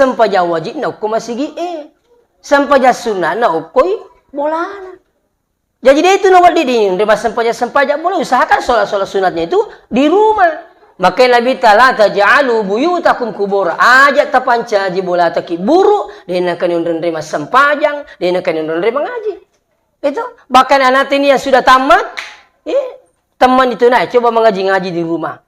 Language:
Buginese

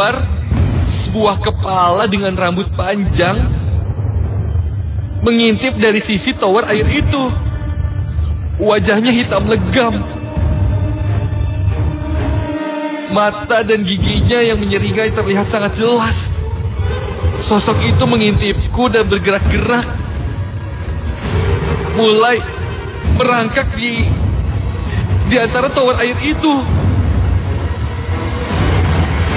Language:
Indonesian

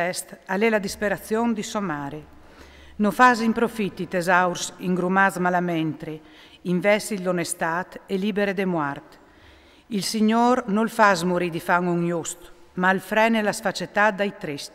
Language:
Friulian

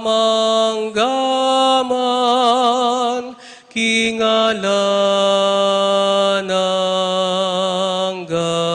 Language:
Pampanga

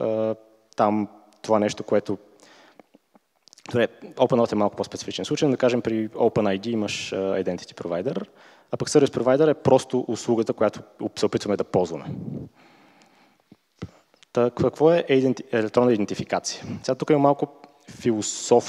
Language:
Bulgarian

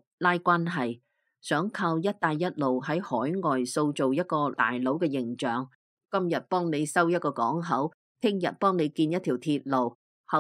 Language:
Cantonese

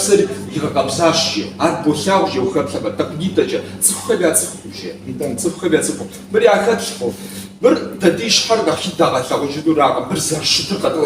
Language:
Kabardian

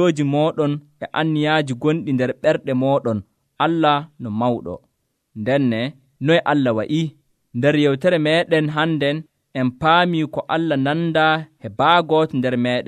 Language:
Nigerian Fulfulde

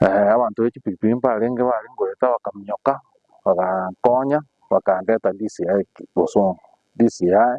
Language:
Gusii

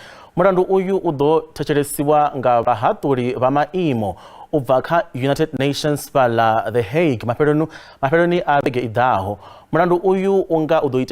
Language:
Venda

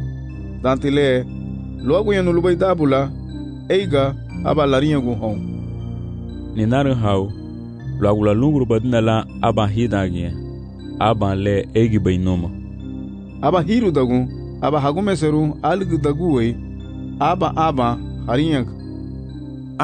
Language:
Garifuna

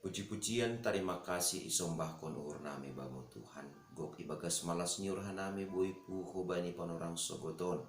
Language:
Batak Simalungun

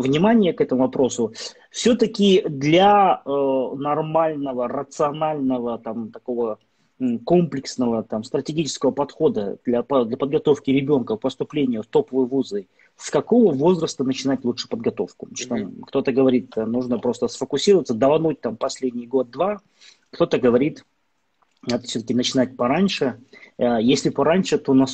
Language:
Russian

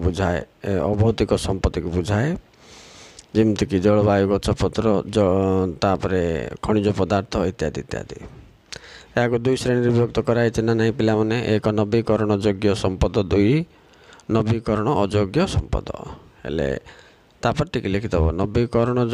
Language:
Odia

